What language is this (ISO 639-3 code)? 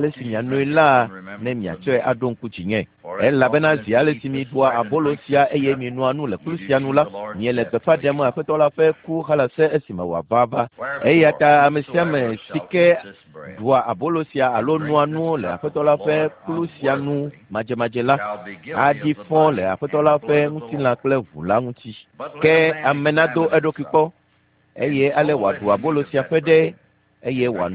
ewe